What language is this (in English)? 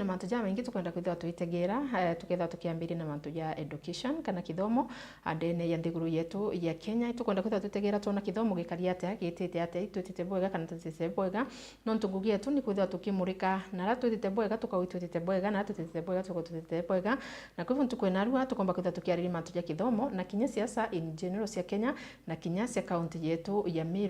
Meru